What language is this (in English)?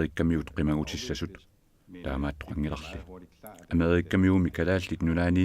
Kalaallisut